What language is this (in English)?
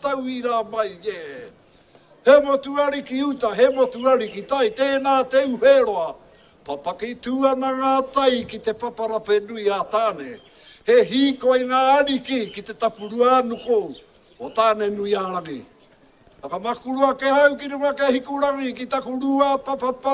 Māori